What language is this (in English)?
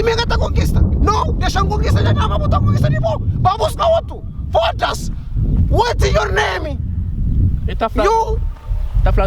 Kabuverdianu